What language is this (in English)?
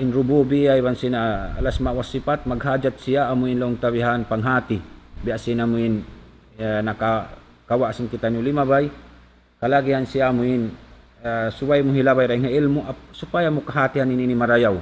Tausug